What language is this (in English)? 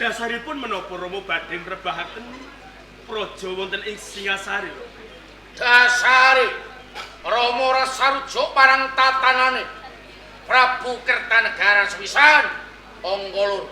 Javanese